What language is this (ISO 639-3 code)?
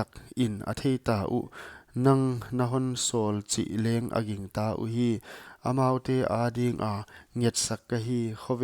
pck